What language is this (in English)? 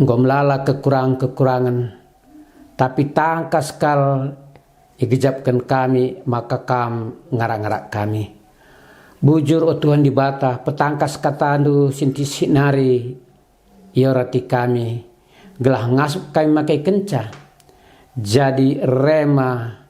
Batak Karo